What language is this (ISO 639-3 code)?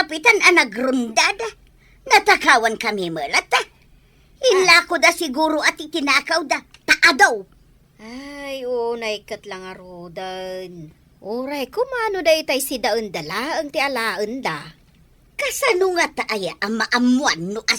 ilo